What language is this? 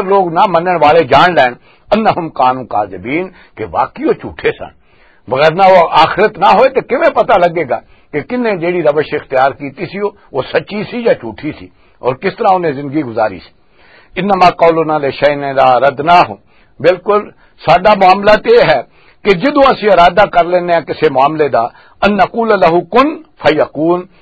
Western Panjabi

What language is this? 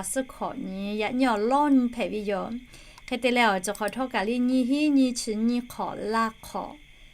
Lahu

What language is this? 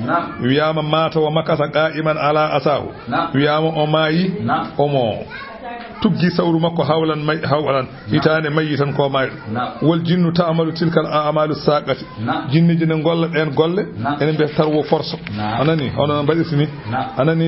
Fula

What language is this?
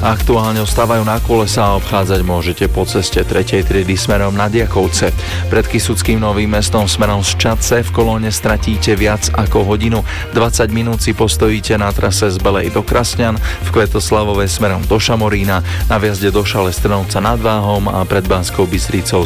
Slovak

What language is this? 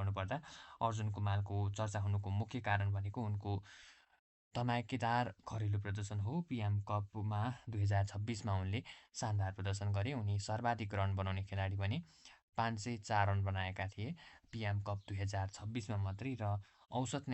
Nepali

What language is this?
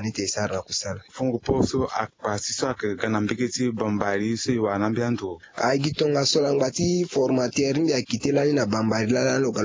Sango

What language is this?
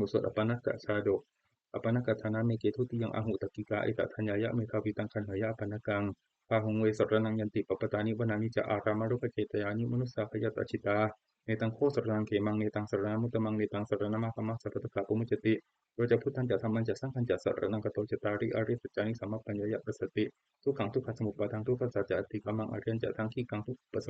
Pali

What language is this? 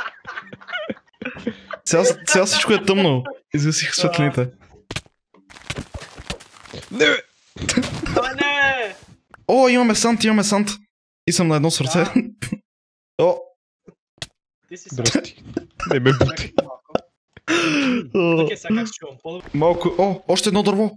Bulgarian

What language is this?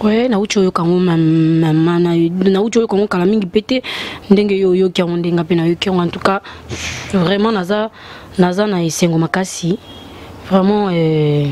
Lingala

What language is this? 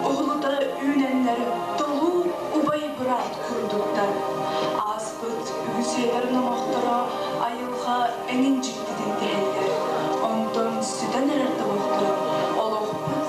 Yakut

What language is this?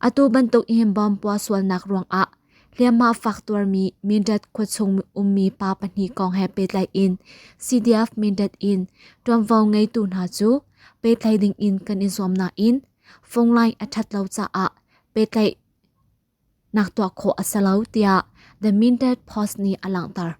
Hakha Chin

